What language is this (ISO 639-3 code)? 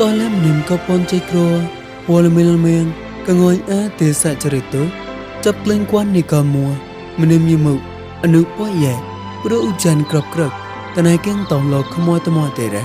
mnw